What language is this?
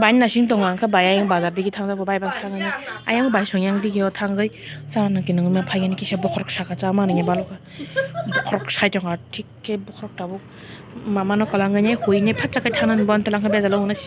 Kok Borok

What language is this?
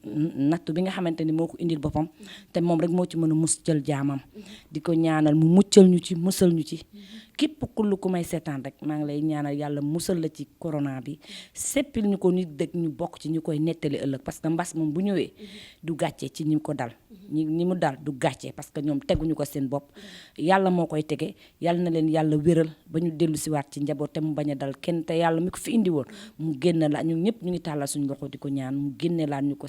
Wolof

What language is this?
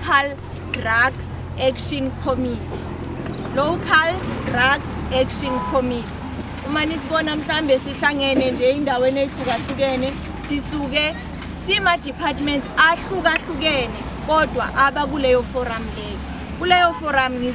Zulu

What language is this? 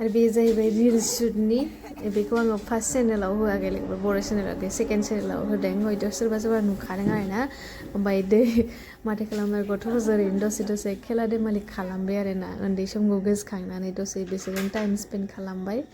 Bodo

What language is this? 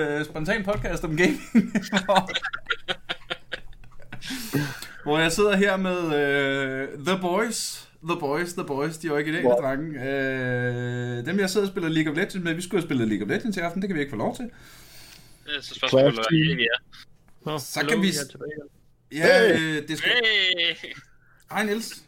Danish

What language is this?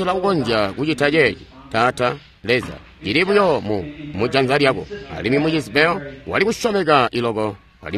Tonga (Zambia)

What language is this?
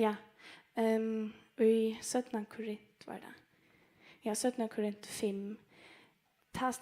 Faroese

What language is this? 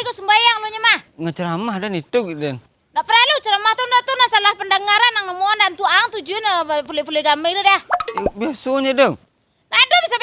Minangkabau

